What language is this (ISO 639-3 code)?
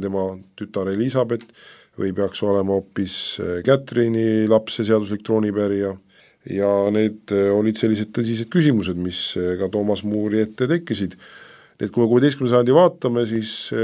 est